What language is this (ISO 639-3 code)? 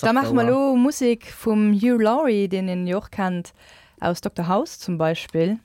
ltz